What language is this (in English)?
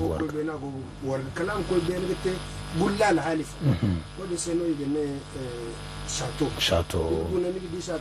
Zarma